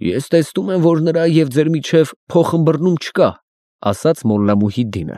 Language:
Armenian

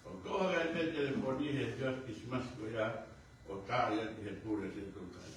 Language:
Tongan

